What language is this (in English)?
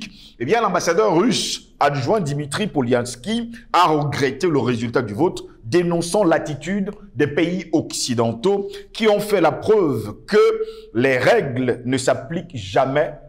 French